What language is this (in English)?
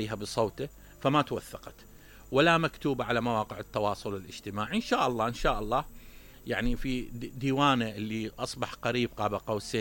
Mesopotamian Arabic